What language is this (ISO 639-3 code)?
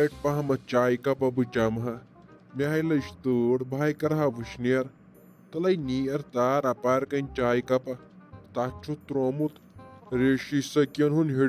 kas